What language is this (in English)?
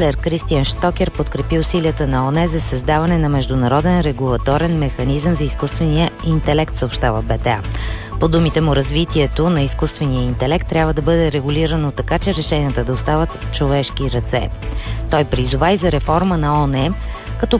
Bulgarian